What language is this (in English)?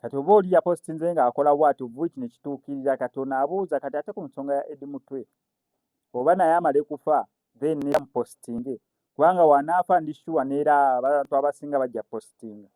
Ganda